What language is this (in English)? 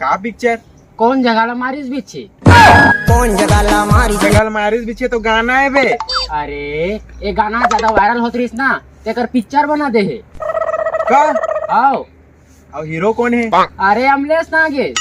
Chhattisgarhi